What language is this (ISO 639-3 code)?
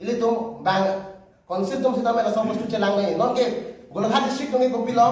mjw